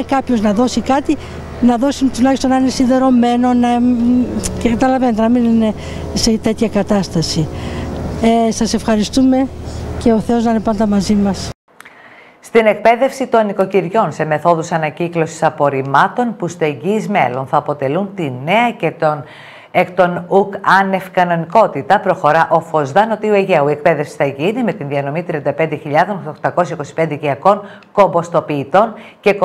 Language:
Greek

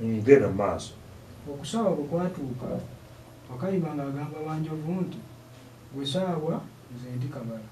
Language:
Ganda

